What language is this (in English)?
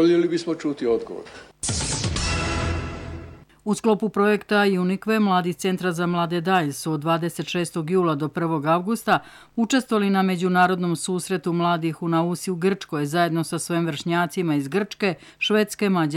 Serbian